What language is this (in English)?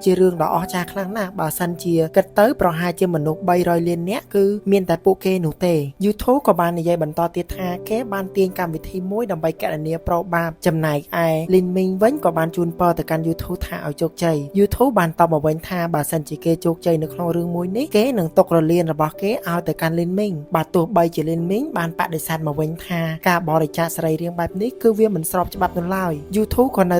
Khmer